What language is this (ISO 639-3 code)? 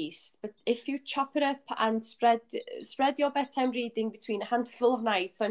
eng